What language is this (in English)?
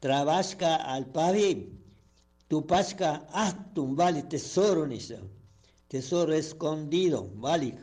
Chimborazo Highland Quichua